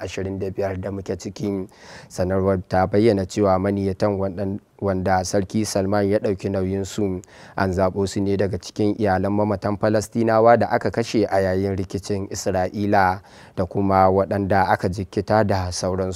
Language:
Hausa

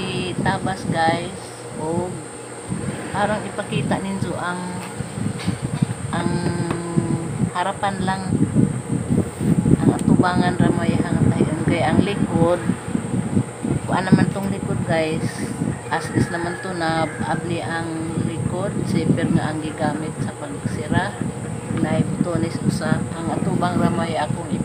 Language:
Cebuano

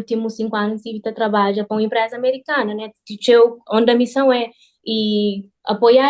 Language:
Kabuverdianu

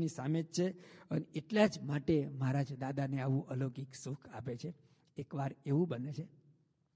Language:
Gujarati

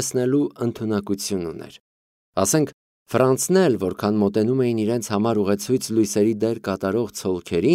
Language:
Armenian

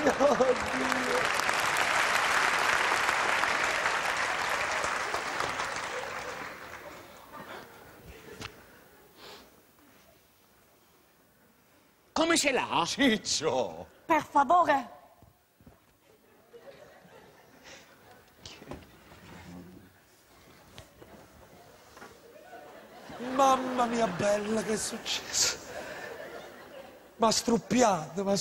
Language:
Italian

